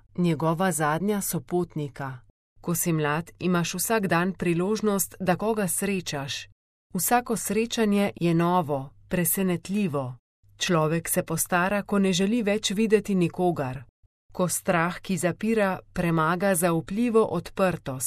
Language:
Slovenian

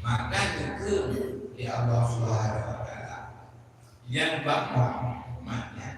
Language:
Achinese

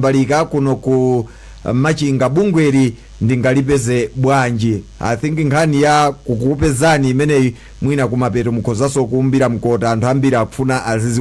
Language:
Nyanja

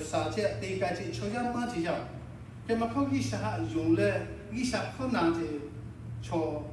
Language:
Lahu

